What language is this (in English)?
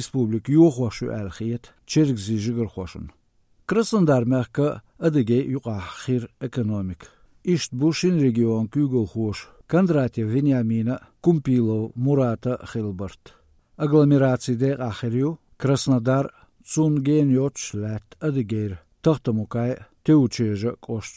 Chechen